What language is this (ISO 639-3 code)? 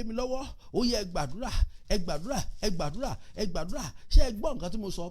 yor